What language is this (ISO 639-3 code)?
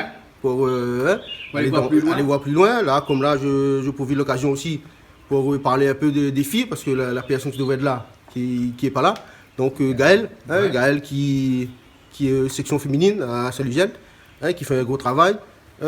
rcf